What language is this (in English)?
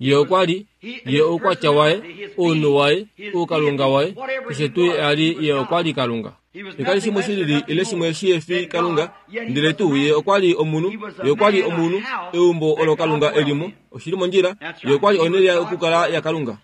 Kuanyama